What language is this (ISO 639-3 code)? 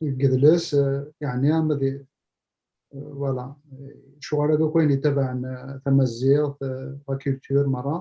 kab